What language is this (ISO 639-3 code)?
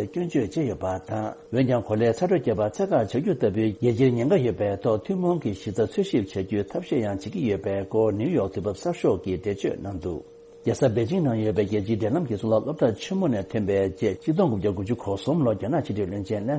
bod